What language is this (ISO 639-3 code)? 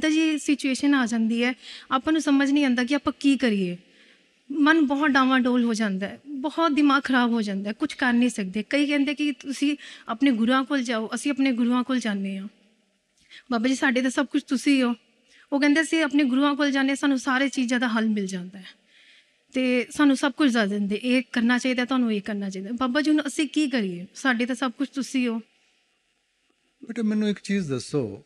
pan